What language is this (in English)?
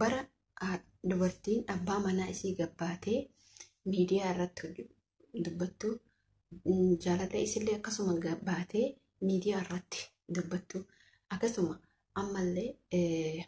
Oromo